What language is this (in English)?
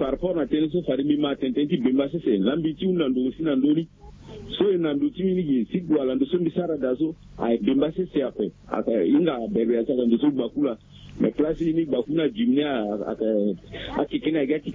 Sango